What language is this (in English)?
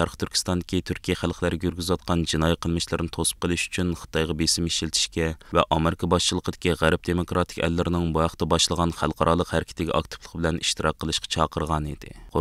Uyghur